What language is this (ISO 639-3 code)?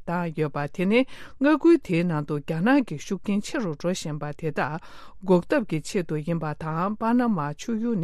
bod